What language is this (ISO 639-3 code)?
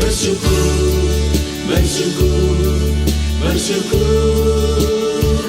bth